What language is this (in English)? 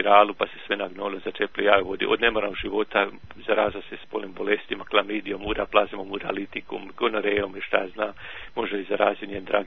Croatian